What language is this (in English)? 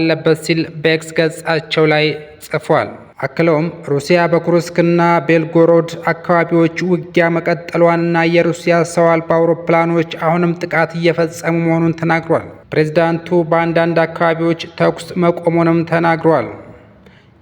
Amharic